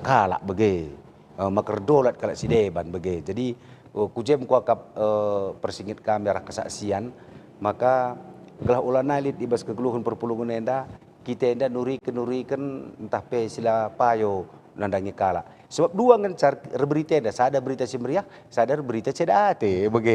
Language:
Batak Karo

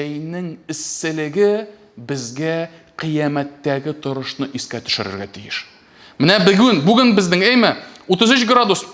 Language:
Tatar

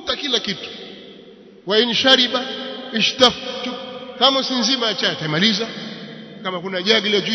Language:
Swahili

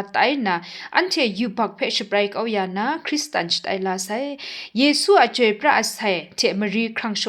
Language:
Kachin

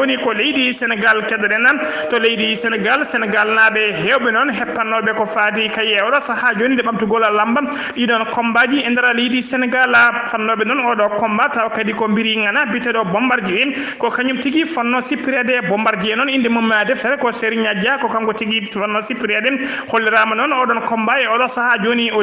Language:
Fula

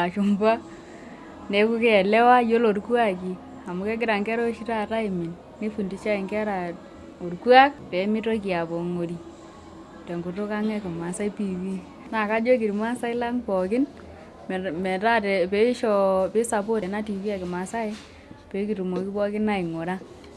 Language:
Masai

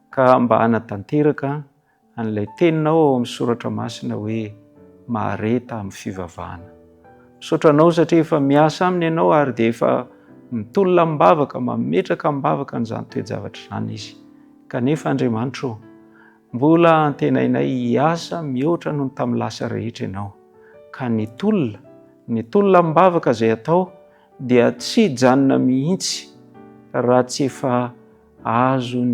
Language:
Malagasy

